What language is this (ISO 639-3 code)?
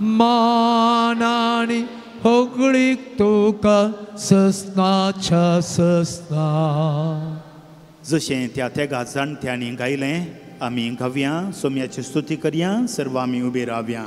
kok